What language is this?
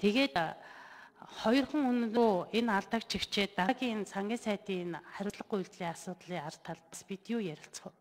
Mongolian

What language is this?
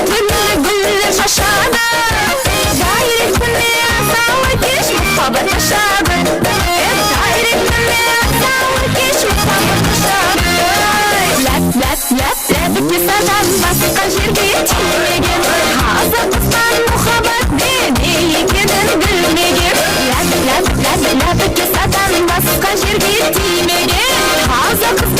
Kara-Kalpak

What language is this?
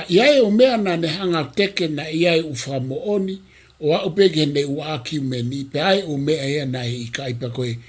Tongan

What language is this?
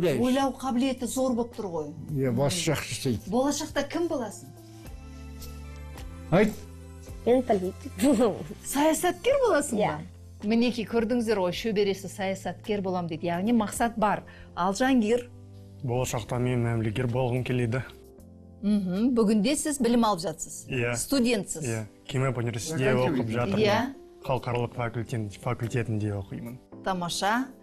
Kazakh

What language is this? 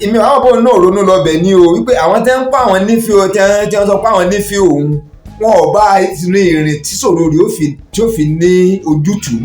Yoruba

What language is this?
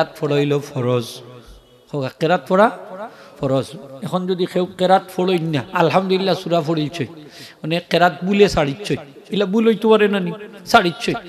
Sylheti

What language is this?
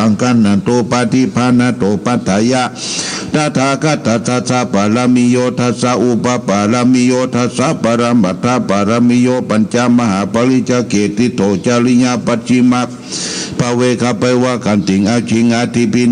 Pali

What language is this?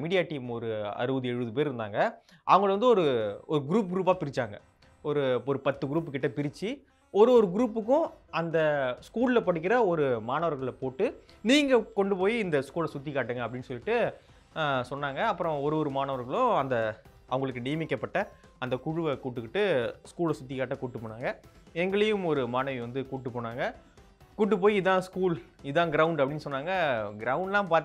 Tamil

